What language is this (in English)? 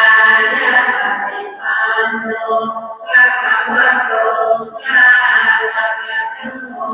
Pali